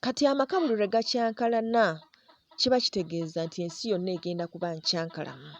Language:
Ganda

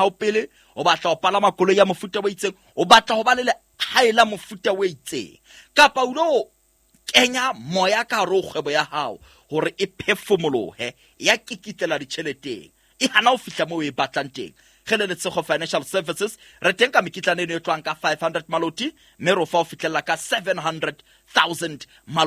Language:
Southern Sotho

